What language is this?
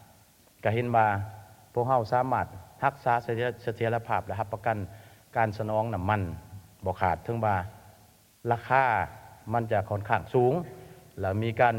Lao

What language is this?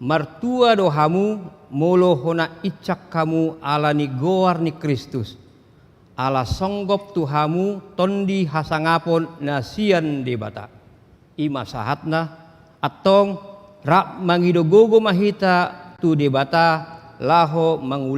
Batak Toba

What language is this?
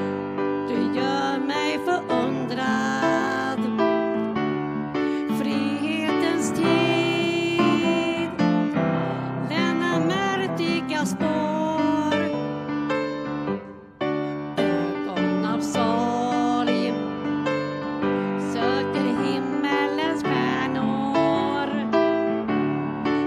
Swedish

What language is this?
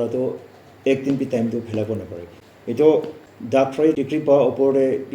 Naga Pidgin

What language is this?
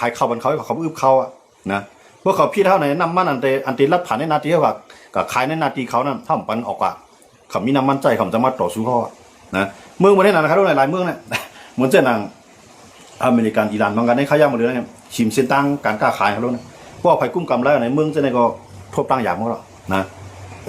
Shan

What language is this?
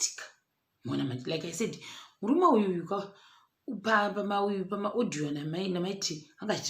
Shona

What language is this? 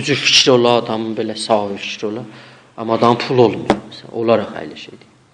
South Azerbaijani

